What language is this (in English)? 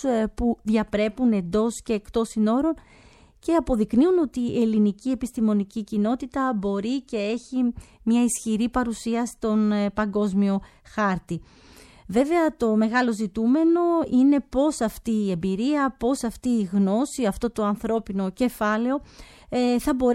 Greek